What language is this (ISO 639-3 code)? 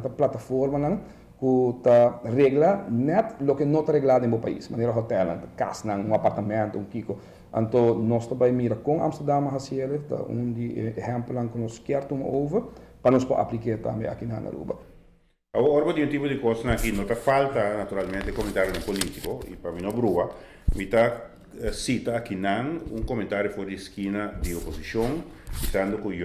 pap